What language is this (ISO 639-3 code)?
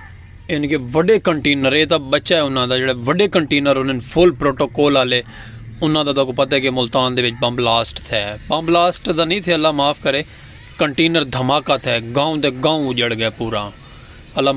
skr